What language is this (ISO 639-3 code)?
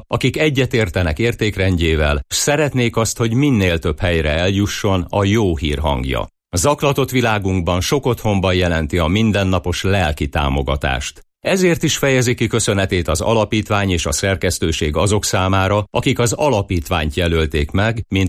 hun